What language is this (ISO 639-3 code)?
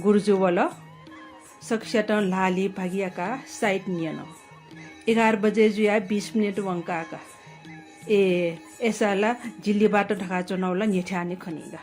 new